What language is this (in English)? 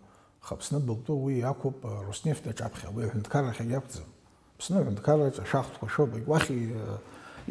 Abkhazian